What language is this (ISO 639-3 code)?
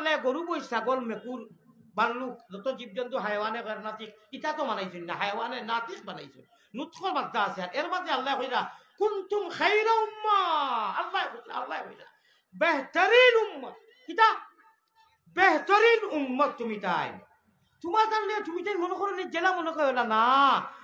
syl